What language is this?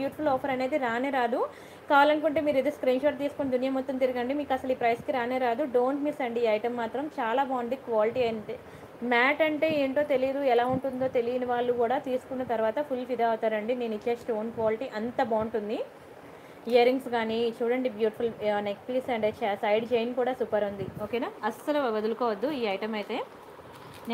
Telugu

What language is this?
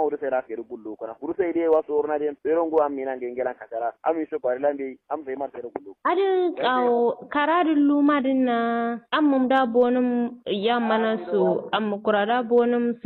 Kanuri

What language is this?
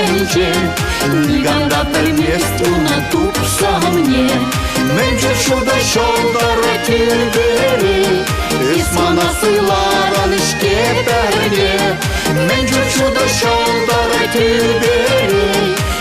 Chuvash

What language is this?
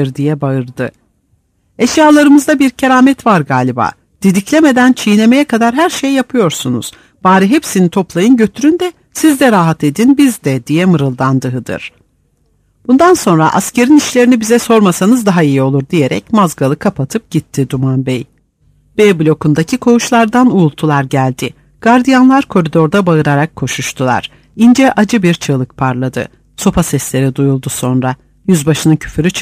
Turkish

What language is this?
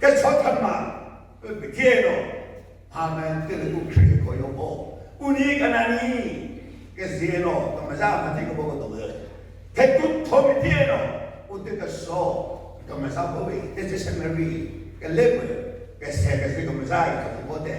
Chokri Naga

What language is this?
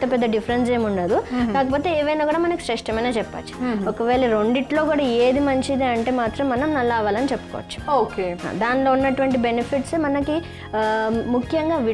Telugu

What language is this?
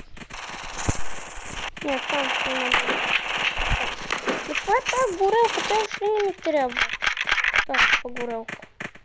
Bulgarian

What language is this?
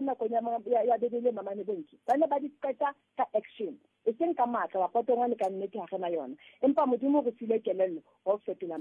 Southern Sotho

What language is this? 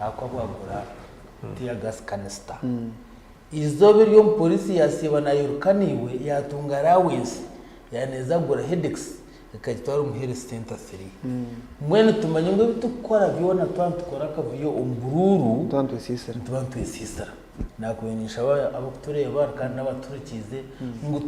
Nyankole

